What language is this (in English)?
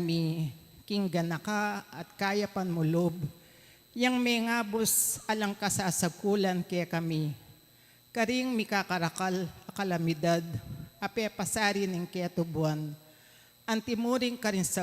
Pampanga